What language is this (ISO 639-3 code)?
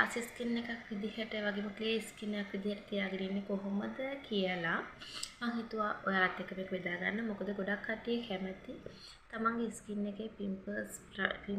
sin